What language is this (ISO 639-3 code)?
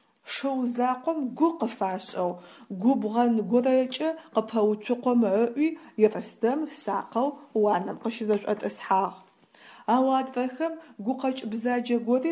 ady